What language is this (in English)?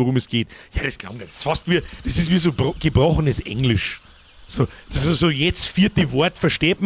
Bavarian